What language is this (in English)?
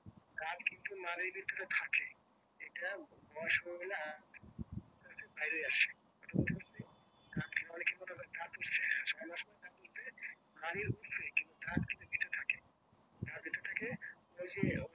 Bangla